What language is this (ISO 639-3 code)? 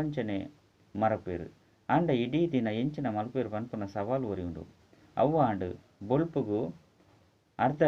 tcy